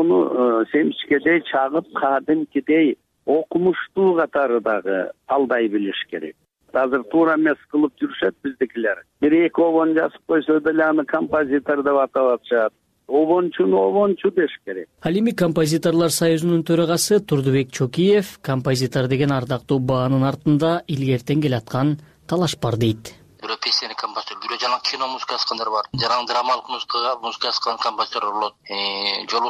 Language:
Kyrgyz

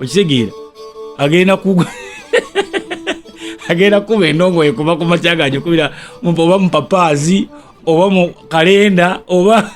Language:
Ganda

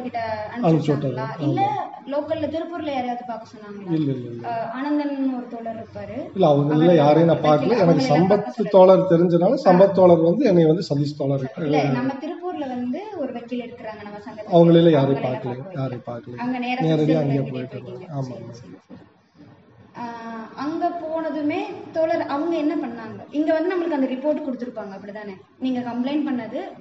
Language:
Tamil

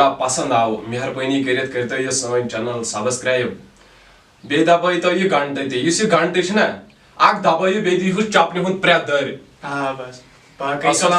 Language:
Kashmiri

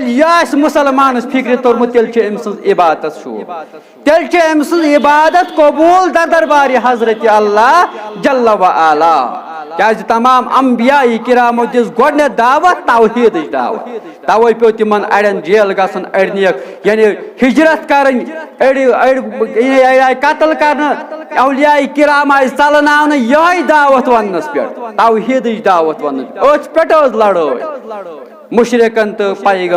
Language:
Kashmiri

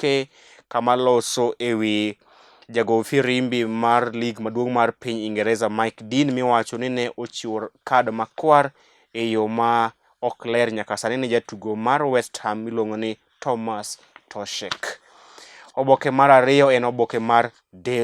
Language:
Luo (Kenya and Tanzania)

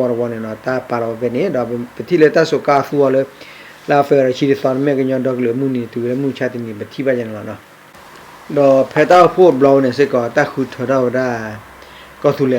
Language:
S'gaw Karen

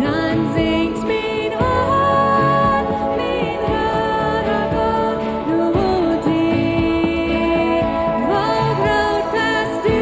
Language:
Plautdietsch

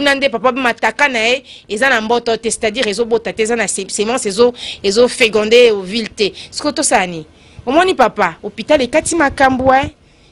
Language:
Lingala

